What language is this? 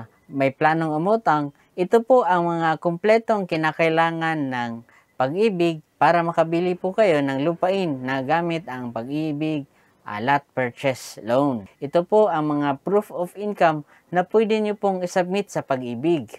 Filipino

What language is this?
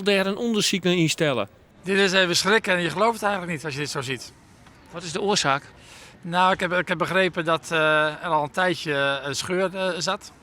Western Frisian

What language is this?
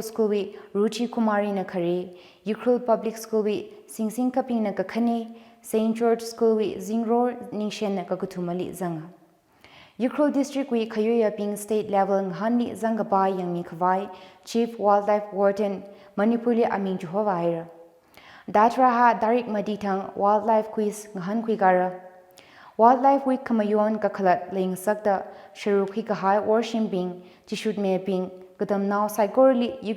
Tangkhul Naga (India)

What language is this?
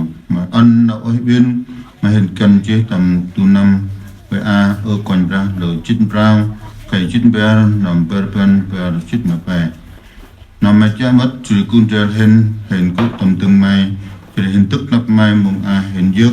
Central Mnong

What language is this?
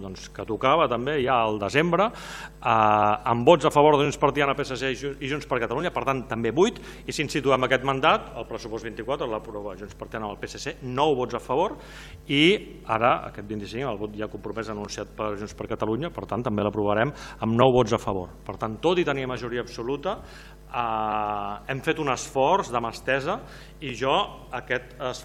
Catalan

